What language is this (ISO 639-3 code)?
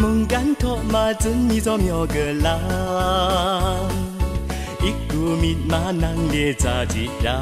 atb